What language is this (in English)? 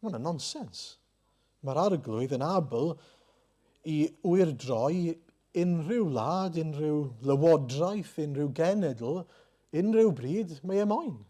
Welsh